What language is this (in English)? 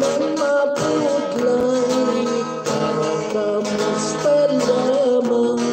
Hiligaynon